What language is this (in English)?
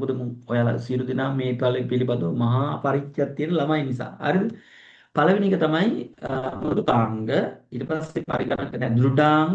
Sinhala